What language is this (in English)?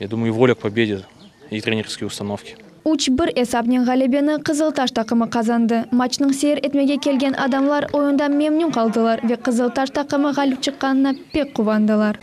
Crimean Tatar